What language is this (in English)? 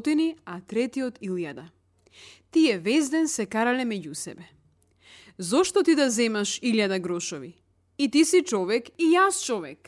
Macedonian